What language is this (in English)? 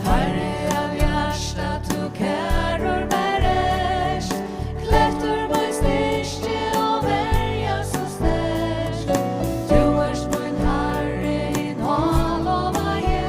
Faroese